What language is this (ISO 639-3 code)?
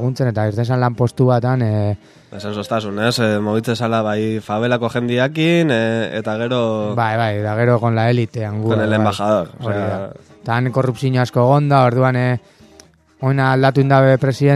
eus